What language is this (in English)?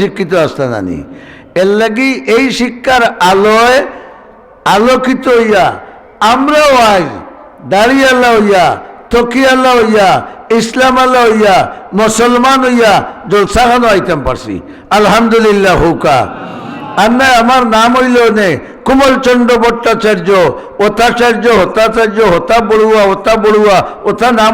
Sylheti